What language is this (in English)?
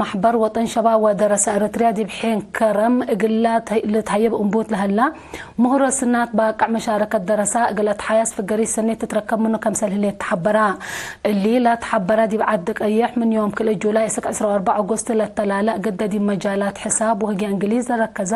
Tigre